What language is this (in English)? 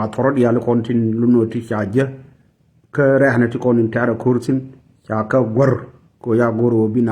Nuer